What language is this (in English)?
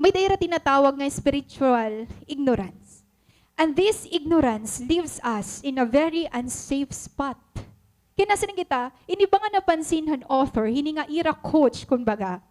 Waray